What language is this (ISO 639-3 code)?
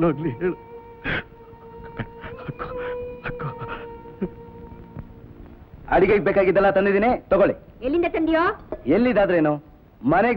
kan